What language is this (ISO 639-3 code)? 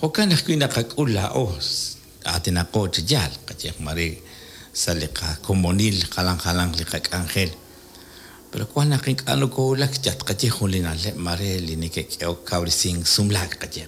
kek